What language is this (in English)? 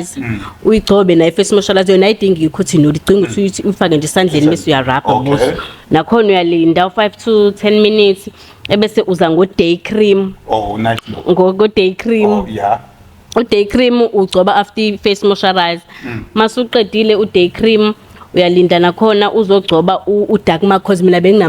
Zulu